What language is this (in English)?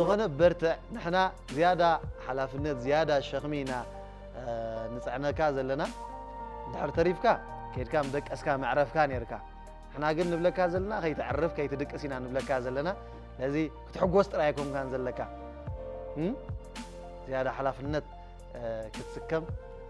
Tigrinya